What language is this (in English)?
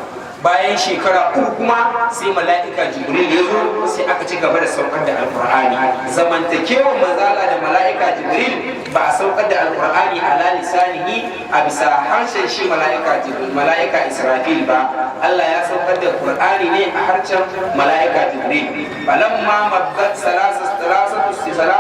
Hausa